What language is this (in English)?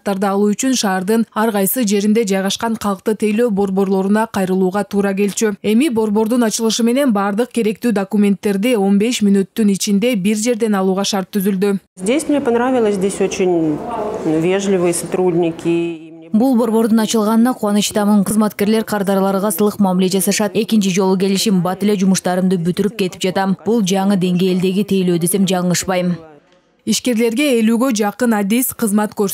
Kyrgyz